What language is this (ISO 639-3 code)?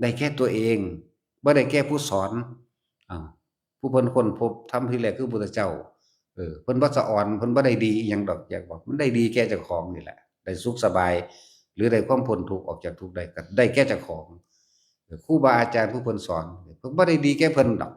lao